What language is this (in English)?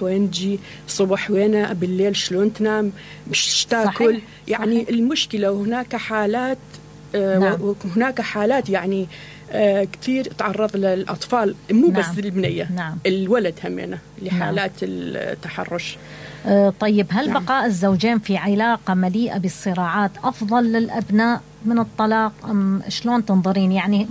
Mesopotamian Arabic